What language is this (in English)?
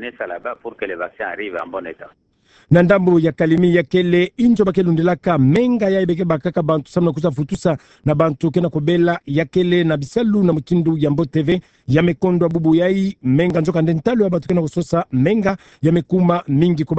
Kituba (Democratic Republic of Congo)